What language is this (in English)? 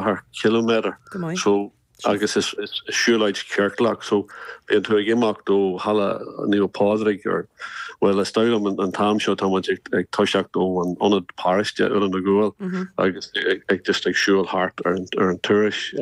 Irish